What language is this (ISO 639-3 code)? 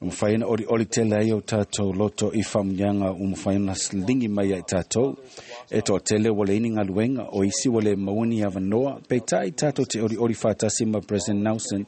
smo